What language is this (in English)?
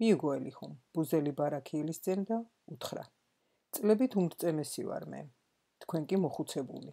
Georgian